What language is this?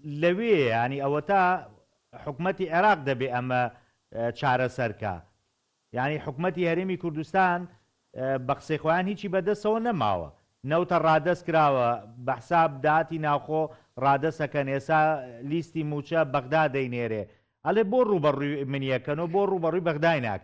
Central Kurdish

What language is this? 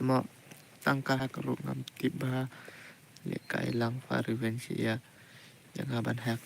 Khasi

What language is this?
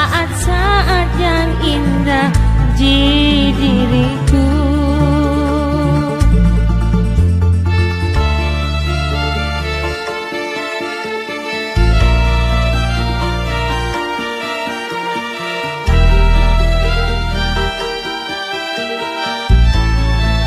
Indonesian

